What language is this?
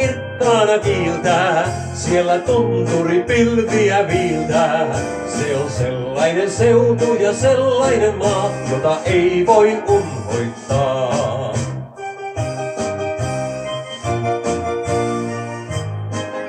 Finnish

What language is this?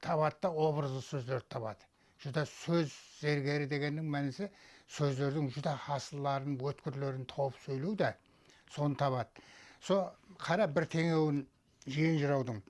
Kara-Kalpak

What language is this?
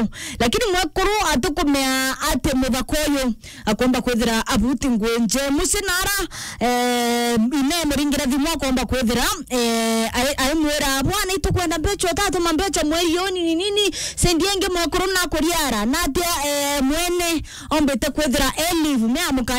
Meru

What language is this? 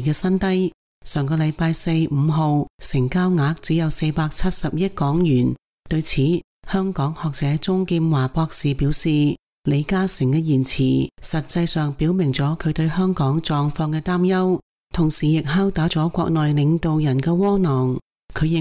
Cantonese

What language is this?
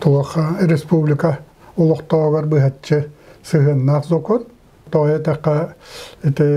Yakut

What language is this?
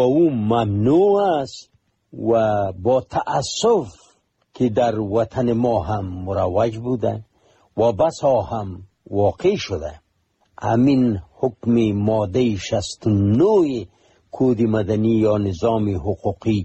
Persian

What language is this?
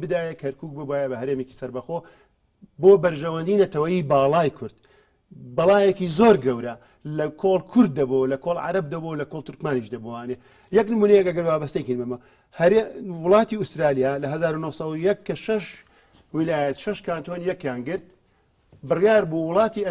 Central Kurdish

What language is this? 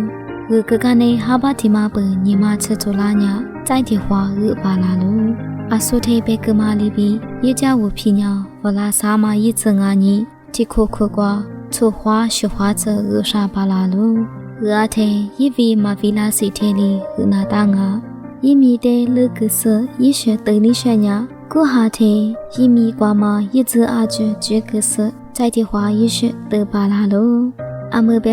Lisu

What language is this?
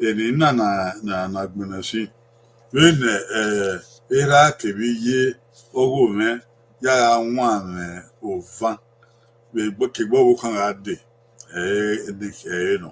Bini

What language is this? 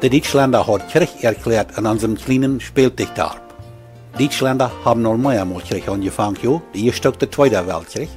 Plautdietsch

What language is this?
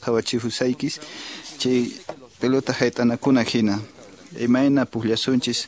Quechua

